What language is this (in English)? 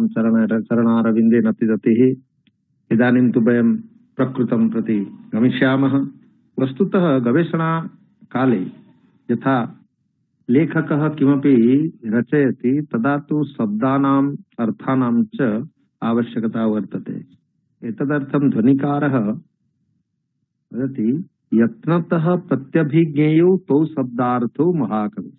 Sanskrit